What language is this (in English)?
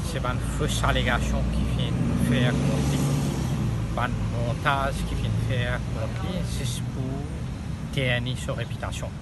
Morisyen